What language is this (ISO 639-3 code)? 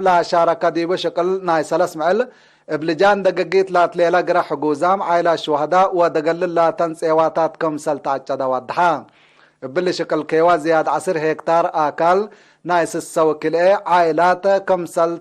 tig